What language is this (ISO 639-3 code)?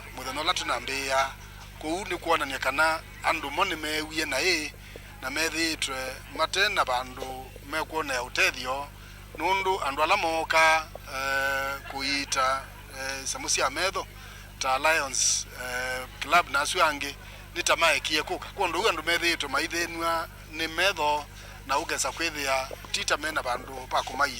kam